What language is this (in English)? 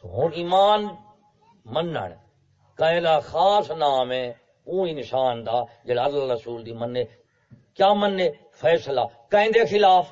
Saraiki